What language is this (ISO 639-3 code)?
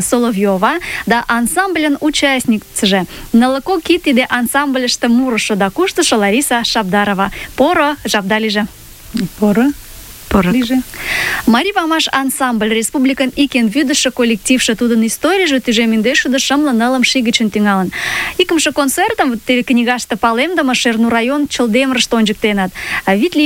chm